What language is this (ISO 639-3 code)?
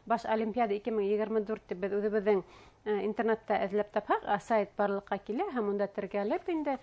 bak